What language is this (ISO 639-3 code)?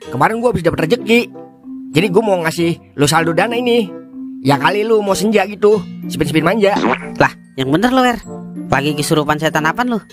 bew